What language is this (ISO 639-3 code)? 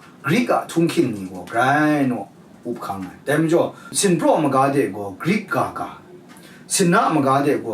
kac